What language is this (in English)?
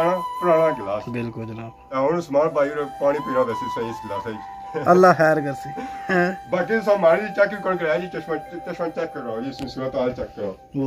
Pahari-Potwari